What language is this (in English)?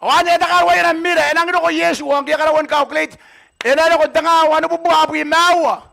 Gilbertese